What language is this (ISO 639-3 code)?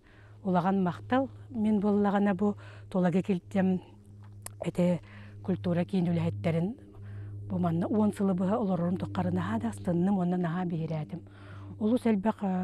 sah